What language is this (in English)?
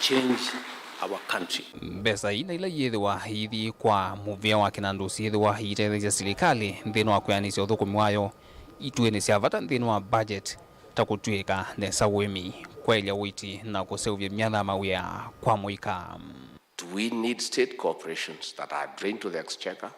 Kamba